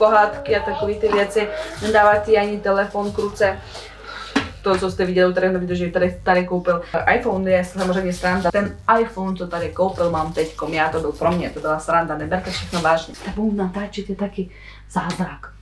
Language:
Czech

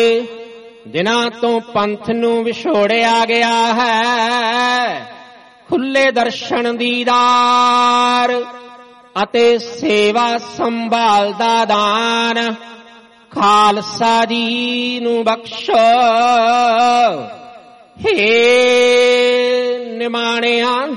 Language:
Punjabi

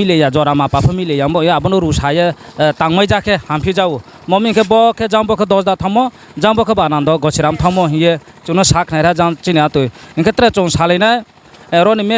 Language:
Riang (India)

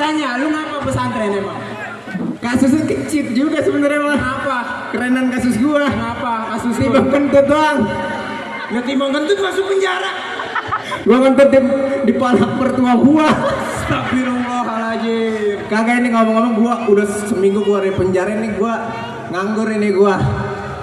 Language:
Betawi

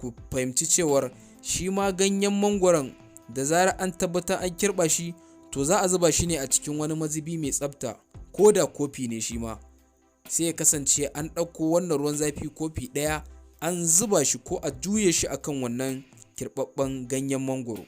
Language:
Hausa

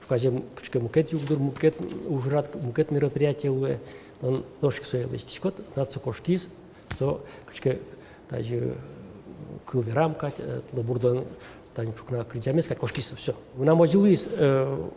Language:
Udmurt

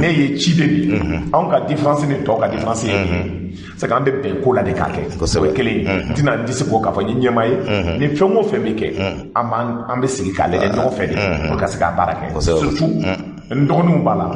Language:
Bambara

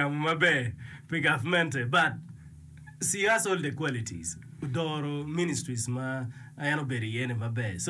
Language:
Acoli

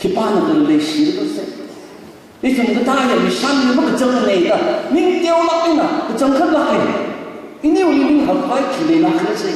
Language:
Tangkhul Naga (India)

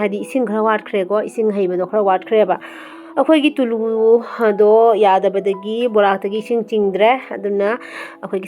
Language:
Manipuri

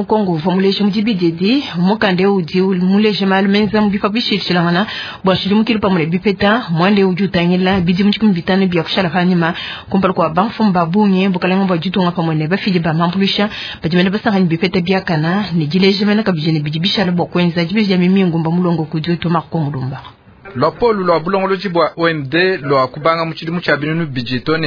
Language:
Luba-Lulua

